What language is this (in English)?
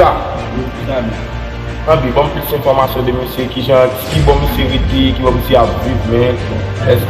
Haitian Creole